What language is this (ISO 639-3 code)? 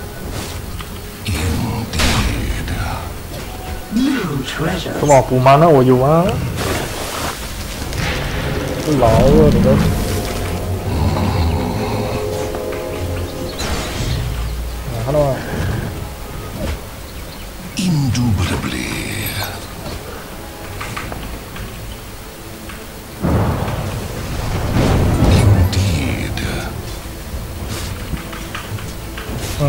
zho